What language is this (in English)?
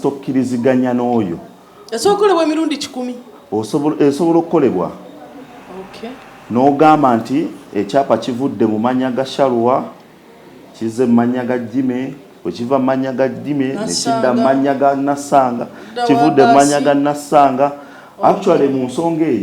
Ganda